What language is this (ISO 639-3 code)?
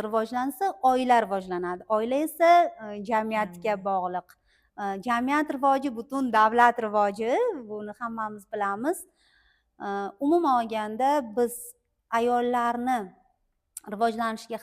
uzb